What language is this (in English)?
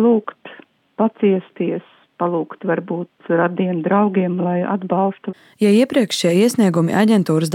Latvian